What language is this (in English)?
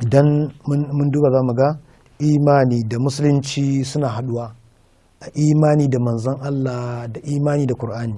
Hausa